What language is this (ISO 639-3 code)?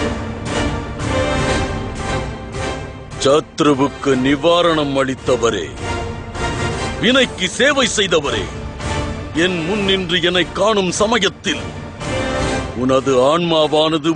tam